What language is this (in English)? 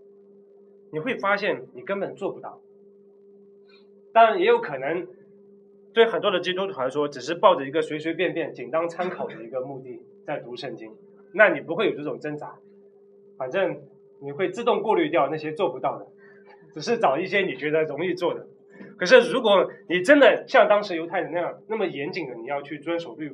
Chinese